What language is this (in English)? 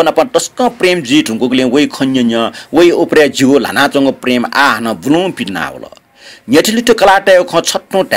Newari